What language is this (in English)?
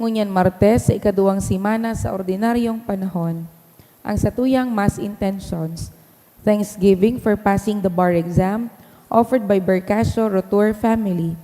Bikol